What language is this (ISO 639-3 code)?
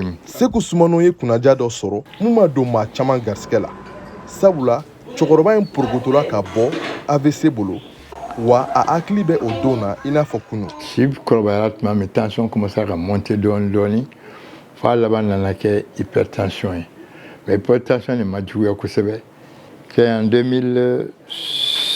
bam